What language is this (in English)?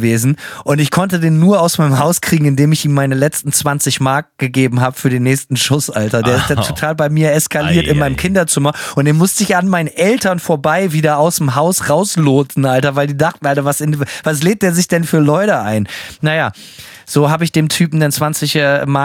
German